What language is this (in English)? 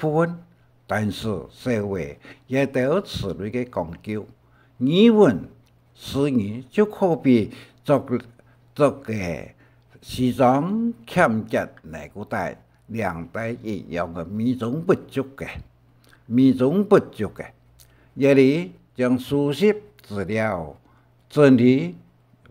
Hakka Chinese